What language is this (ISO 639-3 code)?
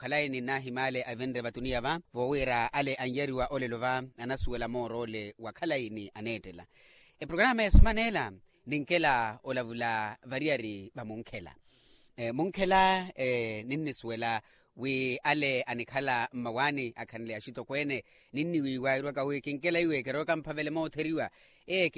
vmw